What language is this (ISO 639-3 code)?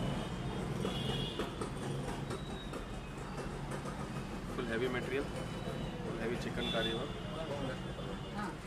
tam